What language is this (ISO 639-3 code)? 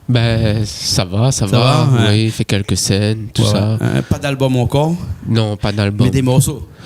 rcf